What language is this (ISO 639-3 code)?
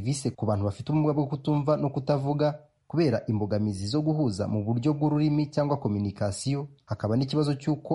kin